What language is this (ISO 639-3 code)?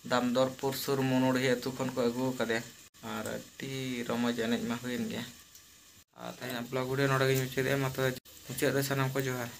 sat